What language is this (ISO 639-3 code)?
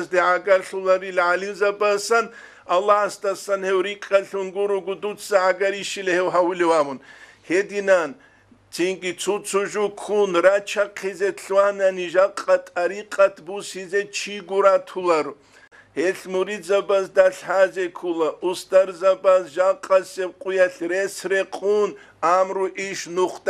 ava